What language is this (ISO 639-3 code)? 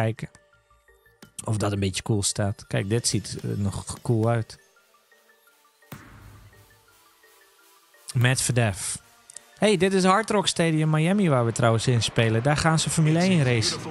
nld